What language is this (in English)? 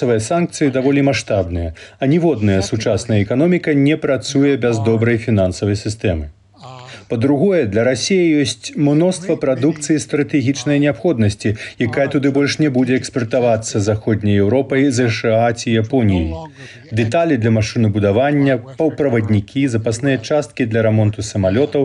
Belarusian